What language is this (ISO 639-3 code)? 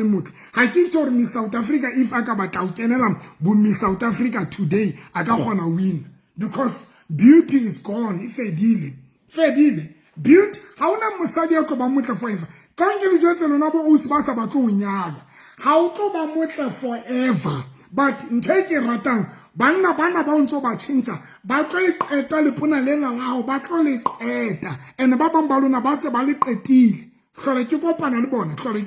sot